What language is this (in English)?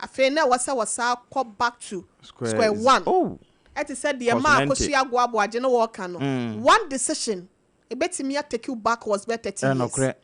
Akan